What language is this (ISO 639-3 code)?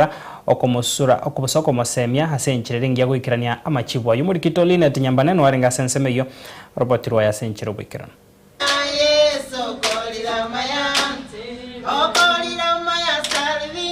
guz